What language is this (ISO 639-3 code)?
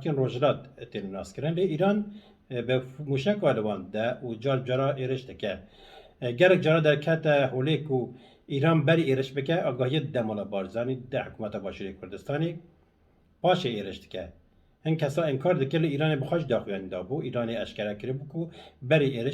kur